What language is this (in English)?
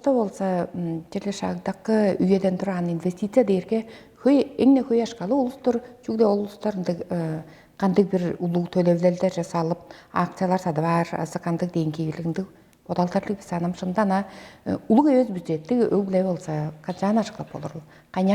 Tuvinian